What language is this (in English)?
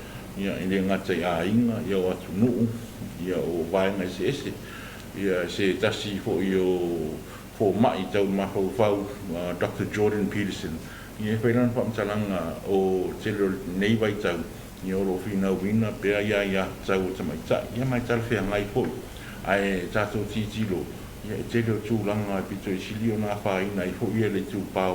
Samoan